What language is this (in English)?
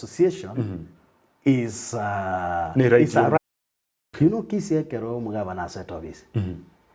Gusii